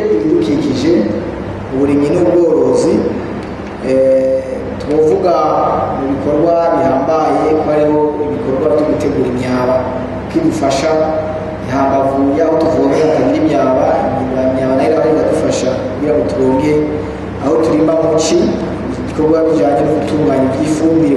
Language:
Rundi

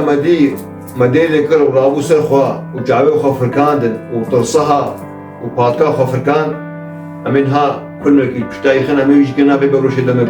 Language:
Kurdish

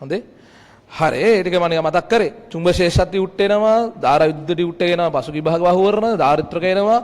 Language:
Sinhala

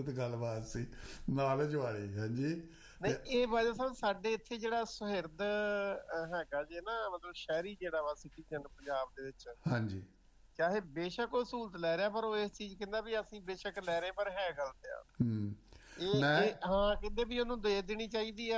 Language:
Punjabi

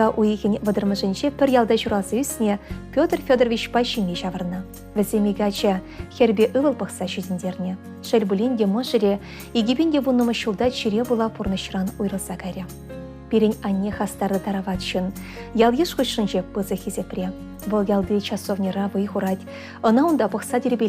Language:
Chuvash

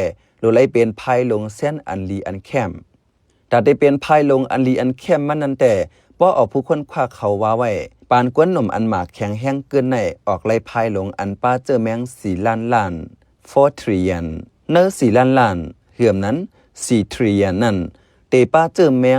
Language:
Shan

